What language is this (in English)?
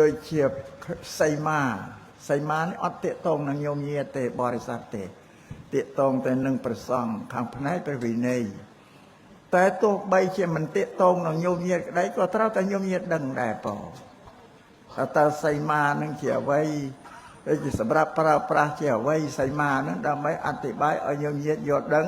Khmer